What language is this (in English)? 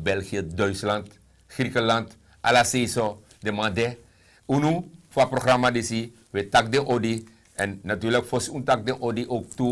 Sranan Tongo